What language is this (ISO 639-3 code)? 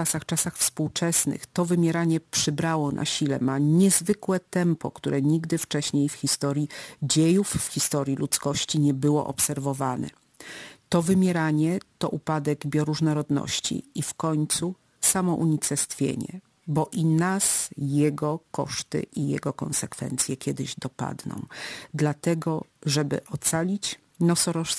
pol